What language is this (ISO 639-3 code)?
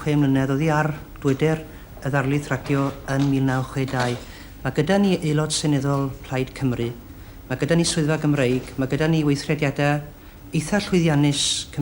cym